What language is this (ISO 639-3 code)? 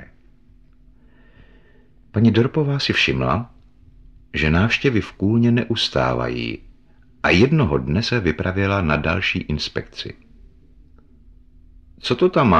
ces